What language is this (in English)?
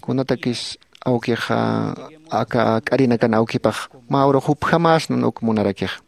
Aymara